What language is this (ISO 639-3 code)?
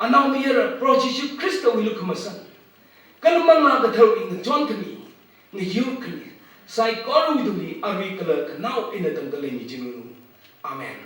nmf